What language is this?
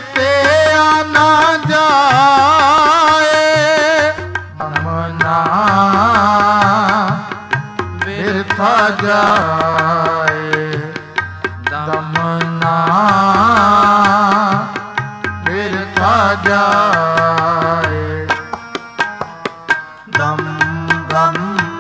Punjabi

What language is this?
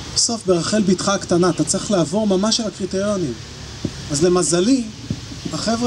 Hebrew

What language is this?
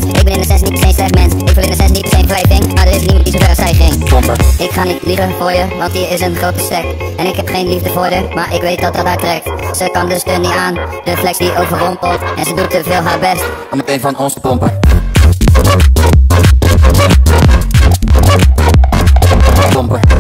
Dutch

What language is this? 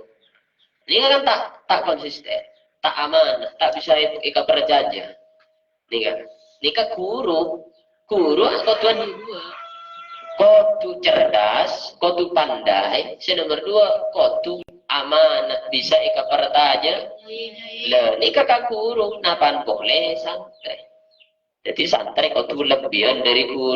Madurese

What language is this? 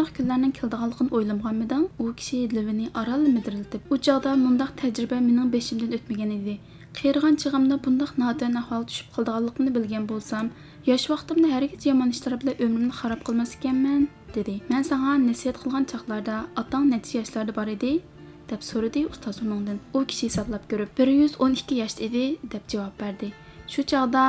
Uyghur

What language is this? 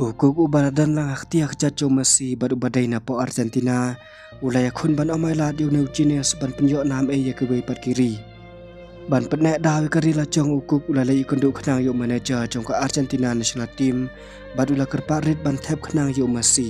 Khasi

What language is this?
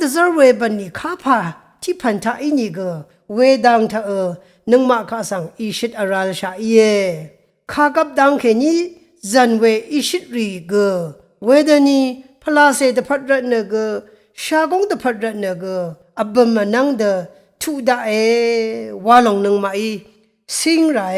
Rawang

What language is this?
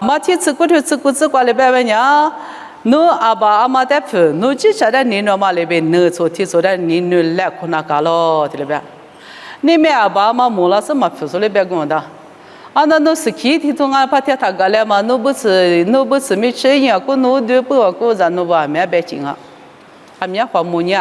Lisu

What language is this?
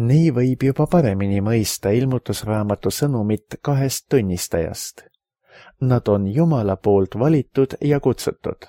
Estonian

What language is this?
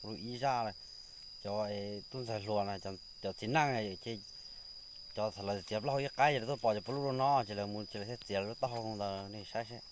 Hmong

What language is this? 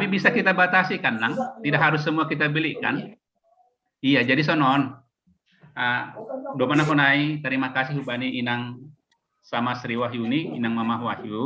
Batak Simalungun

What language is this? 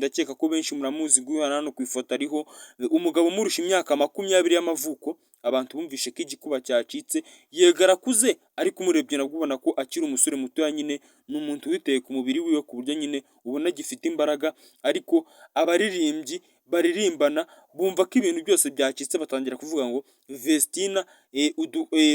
Kinyarwanda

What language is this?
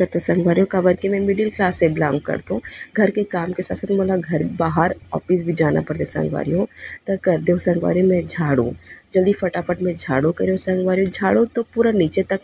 Chhattisgarhi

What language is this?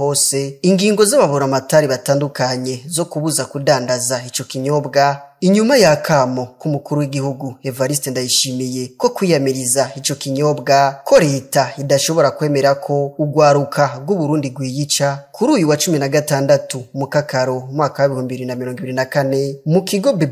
Rundi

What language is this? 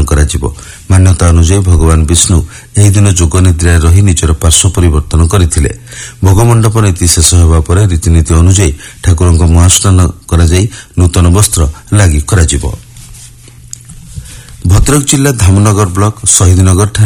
Odia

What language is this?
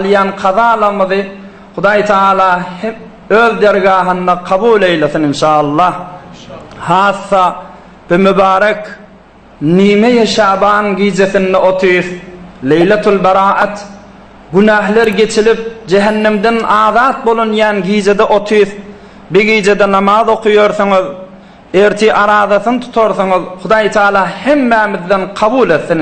Turkmen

